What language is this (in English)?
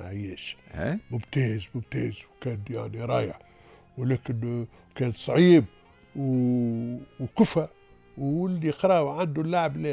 Tunisian Arabic